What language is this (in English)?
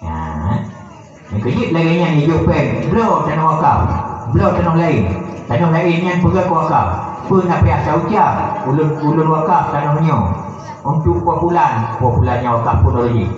Achinese